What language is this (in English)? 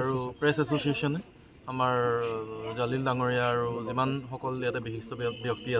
Assamese